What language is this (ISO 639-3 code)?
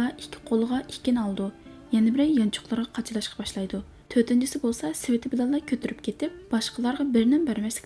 uig